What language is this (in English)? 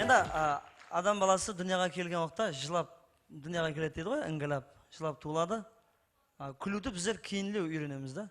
Kara-Kalpak